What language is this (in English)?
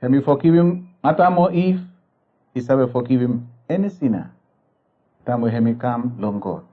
Bislama